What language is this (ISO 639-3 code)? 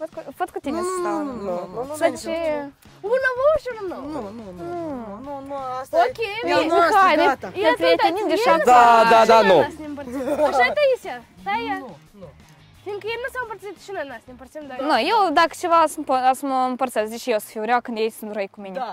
ron